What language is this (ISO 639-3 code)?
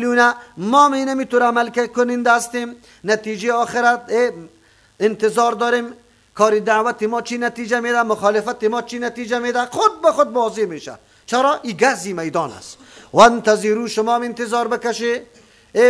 fas